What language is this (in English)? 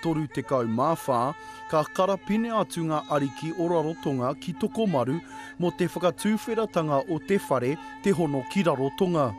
Māori